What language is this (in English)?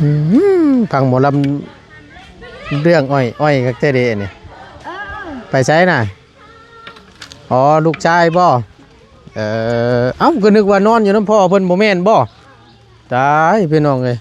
Northeastern Thai